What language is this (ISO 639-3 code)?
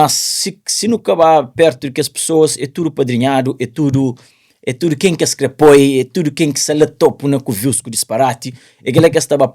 kea